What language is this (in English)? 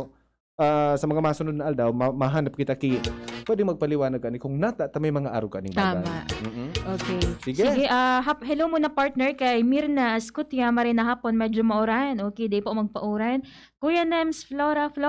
Bikol